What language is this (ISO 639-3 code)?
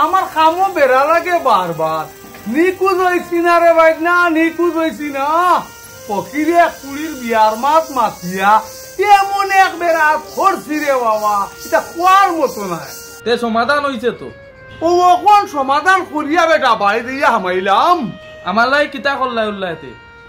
syl